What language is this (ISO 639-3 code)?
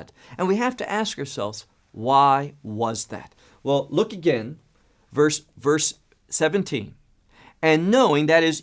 eng